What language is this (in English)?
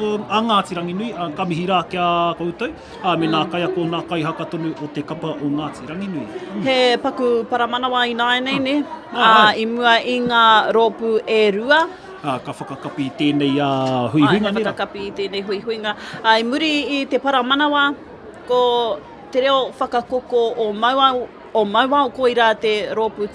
Māori